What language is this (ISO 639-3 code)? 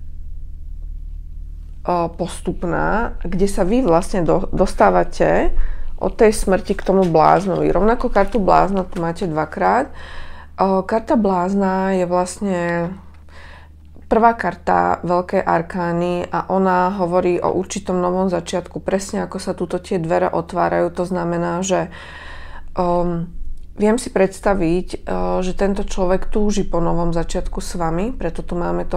slk